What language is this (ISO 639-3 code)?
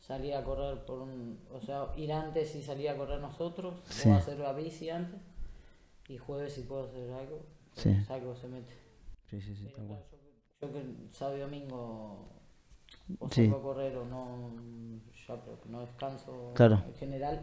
spa